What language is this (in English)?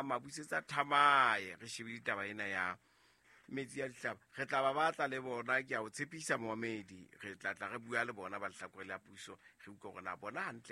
Southern Sotho